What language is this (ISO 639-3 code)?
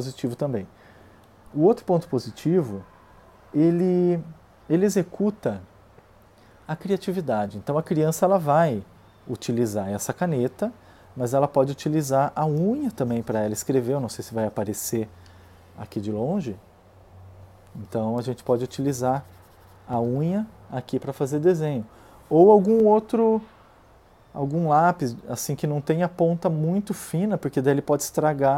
por